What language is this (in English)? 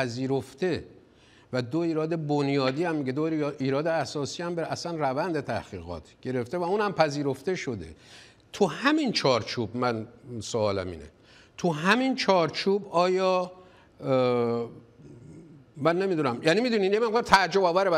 Persian